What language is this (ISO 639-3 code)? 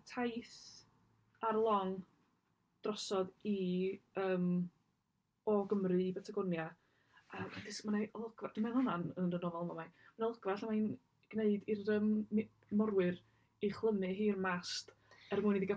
cym